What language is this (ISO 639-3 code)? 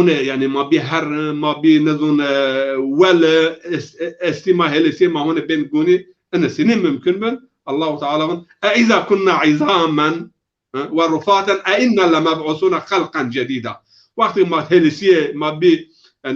zza